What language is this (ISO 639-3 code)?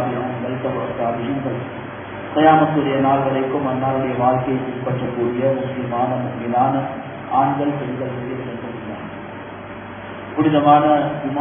tam